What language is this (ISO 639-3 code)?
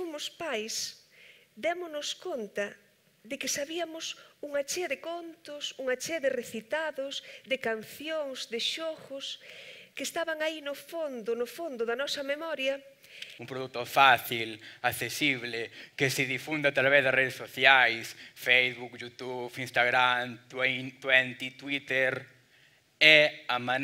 glg